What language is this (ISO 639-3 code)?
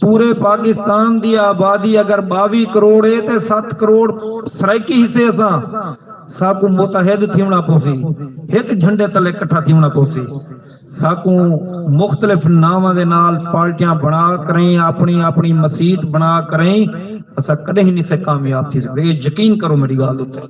skr